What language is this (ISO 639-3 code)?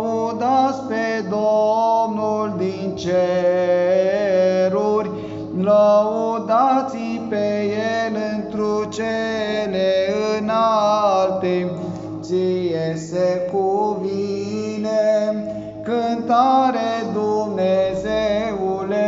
ron